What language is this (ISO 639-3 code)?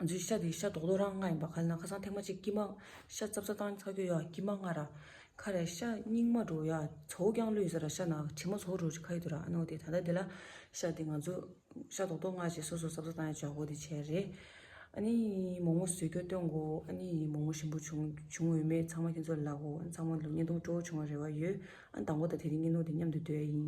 bod